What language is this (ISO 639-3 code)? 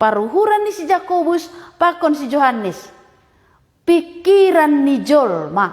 bts